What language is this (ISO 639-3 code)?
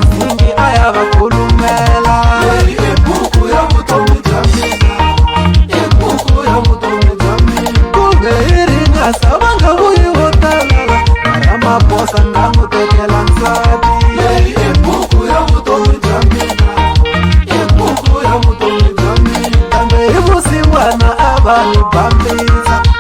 tso